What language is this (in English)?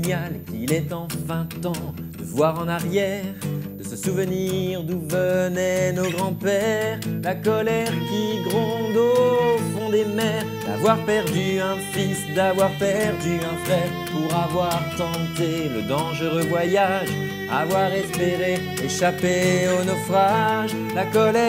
French